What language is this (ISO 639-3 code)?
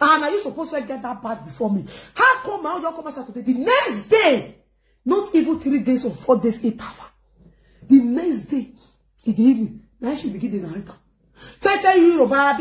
pcm